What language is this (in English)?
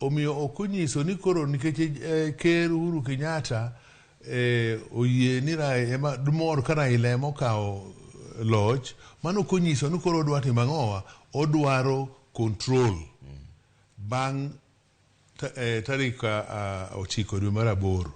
Luo (Kenya and Tanzania)